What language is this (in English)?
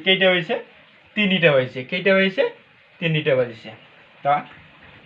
Assamese